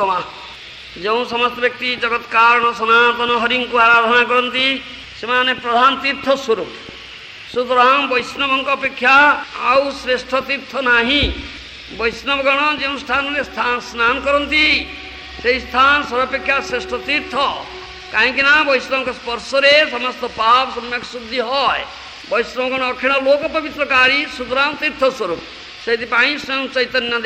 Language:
Odia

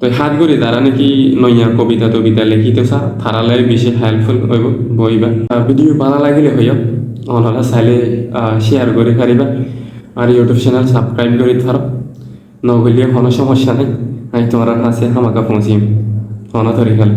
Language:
Rohingya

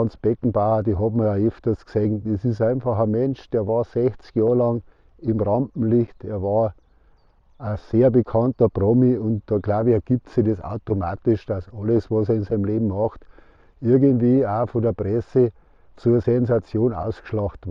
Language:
Bavarian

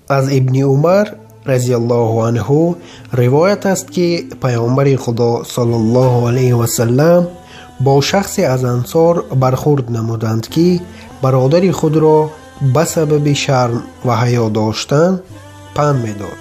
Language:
Tajik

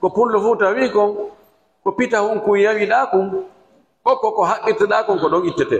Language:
Fula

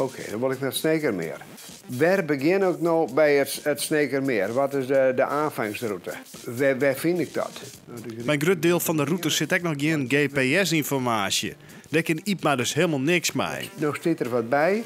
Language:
Western Frisian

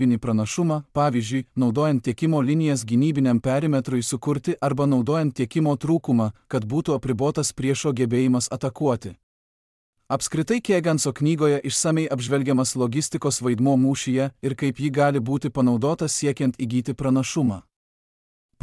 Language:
Lithuanian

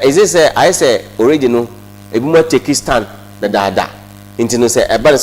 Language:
Akan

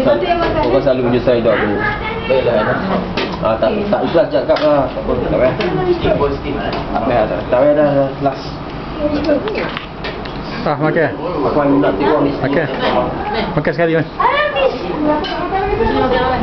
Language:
Malay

